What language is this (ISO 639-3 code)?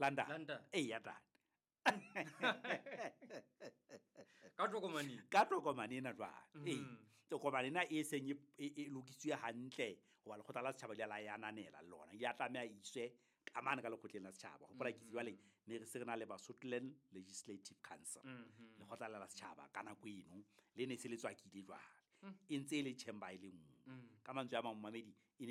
sot